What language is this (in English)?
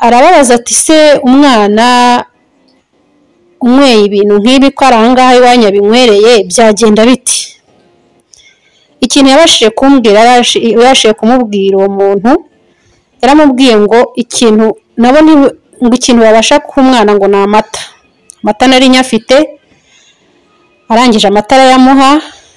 Kinyarwanda